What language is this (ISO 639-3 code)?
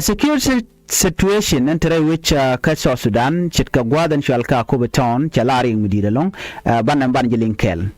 nus